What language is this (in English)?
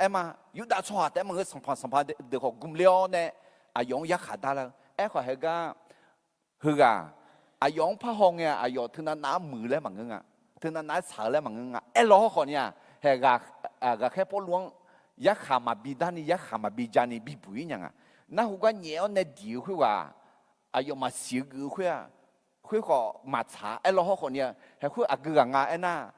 Akha